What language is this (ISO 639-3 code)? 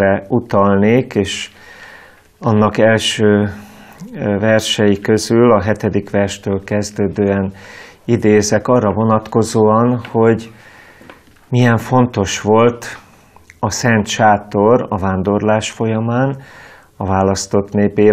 hun